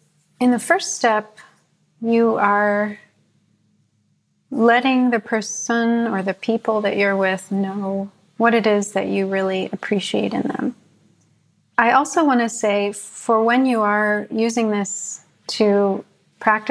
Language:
English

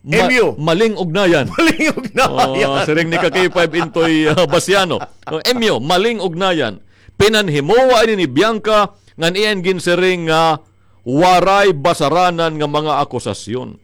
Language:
Waray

